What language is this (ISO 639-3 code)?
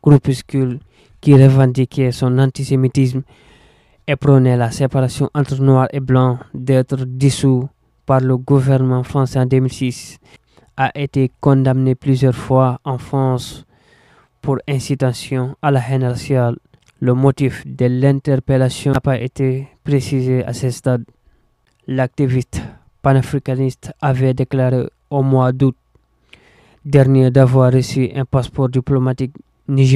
fra